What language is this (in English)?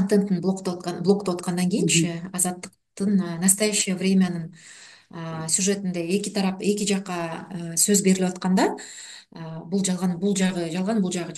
Kyrgyz